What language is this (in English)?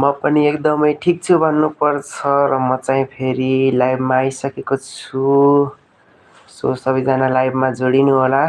Nepali